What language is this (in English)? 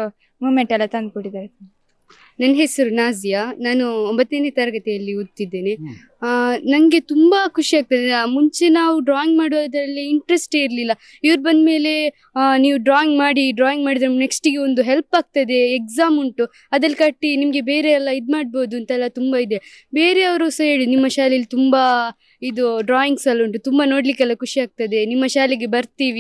Kannada